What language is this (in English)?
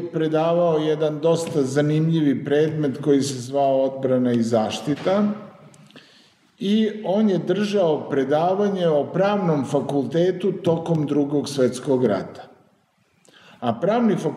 Serbian